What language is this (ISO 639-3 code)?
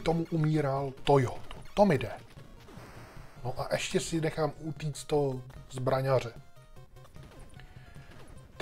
ces